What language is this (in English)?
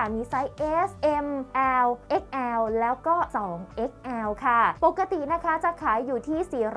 Thai